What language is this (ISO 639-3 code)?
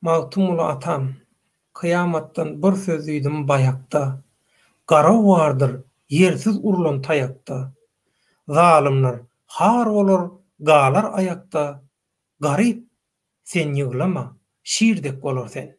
tuk